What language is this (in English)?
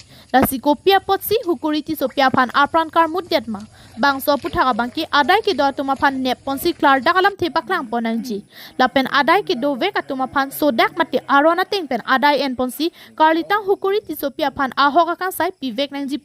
Karbi